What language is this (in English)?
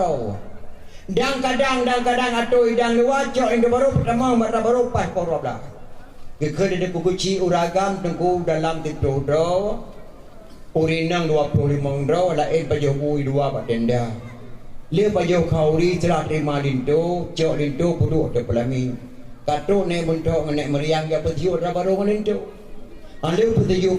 Achinese